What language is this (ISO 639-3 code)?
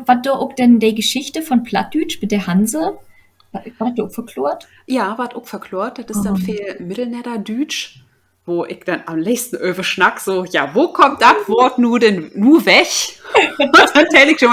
nds